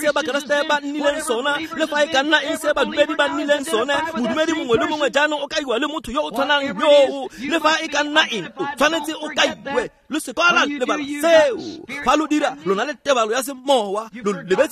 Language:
Tswana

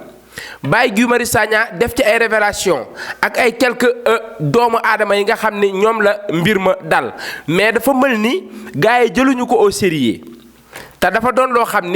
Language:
Wolof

